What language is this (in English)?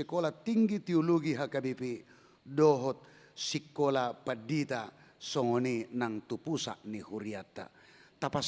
Batak Toba